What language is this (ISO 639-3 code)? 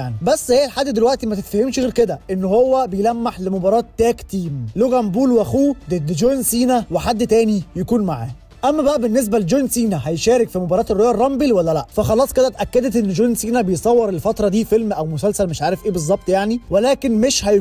arz